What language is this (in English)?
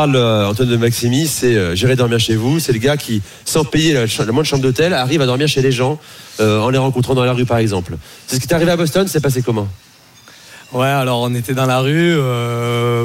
French